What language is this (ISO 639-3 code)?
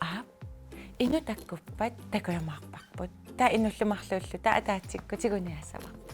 kal